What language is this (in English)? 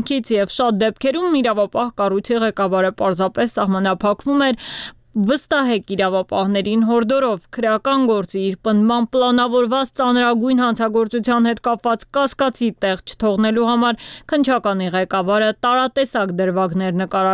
Armenian